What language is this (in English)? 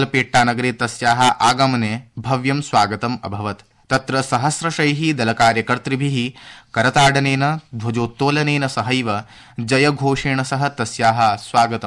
Sanskrit